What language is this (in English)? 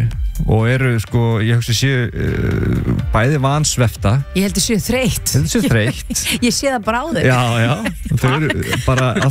Icelandic